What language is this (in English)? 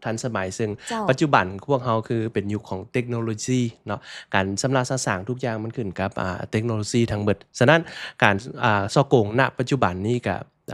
Lao